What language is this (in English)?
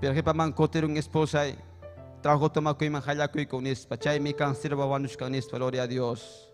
Ayacucho Quechua